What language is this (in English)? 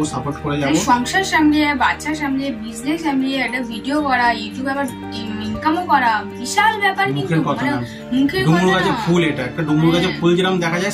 Bangla